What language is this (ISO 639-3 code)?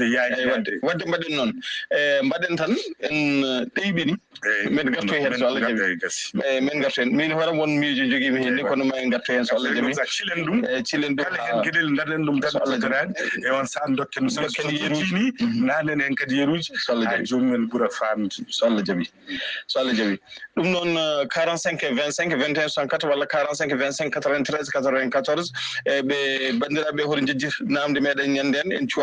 ful